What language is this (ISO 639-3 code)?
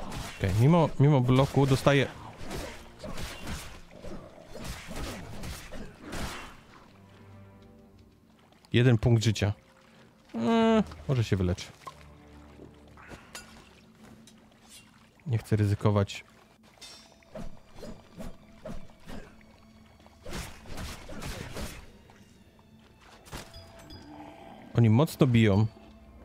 pol